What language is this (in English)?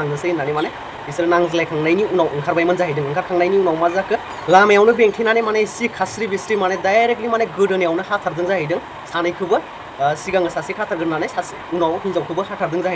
Bodo